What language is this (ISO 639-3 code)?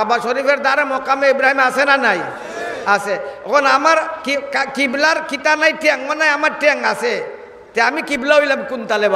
syl